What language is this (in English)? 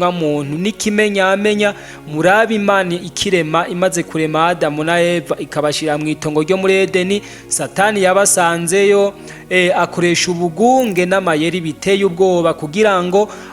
Rundi